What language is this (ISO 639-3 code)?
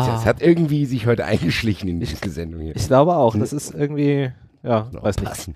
deu